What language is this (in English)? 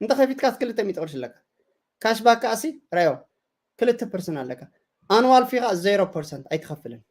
Tigrinya